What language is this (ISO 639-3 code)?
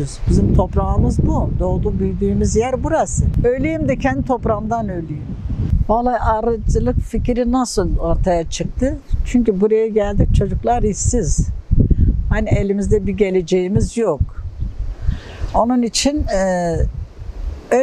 tur